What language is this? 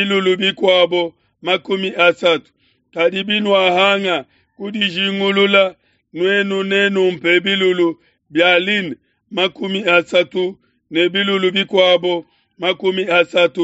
Luba-Lulua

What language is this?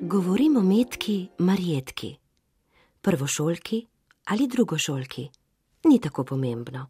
Slovenian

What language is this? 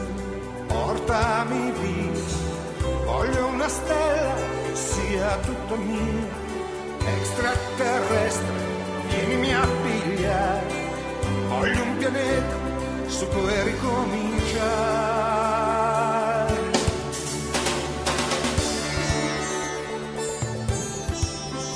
Italian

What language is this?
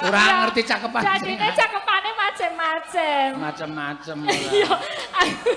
Javanese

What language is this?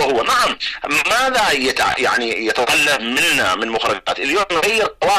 Arabic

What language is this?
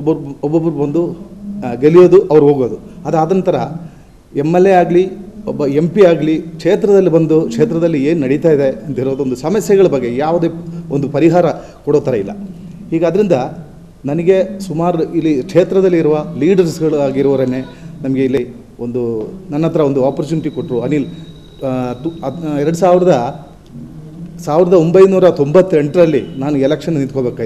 Kannada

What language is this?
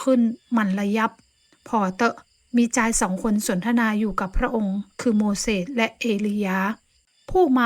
Northern Thai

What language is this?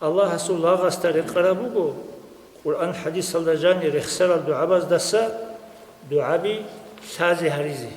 Avaric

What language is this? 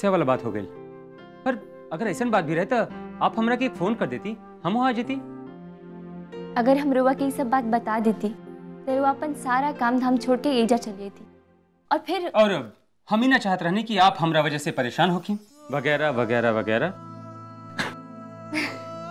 Bhojpuri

